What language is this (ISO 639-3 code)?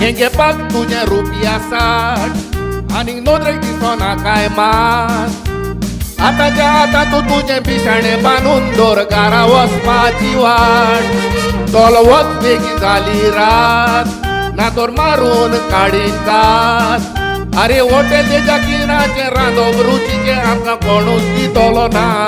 kok